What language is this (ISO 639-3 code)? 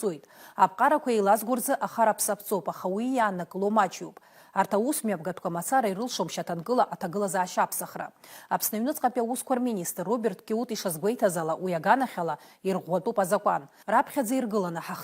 abk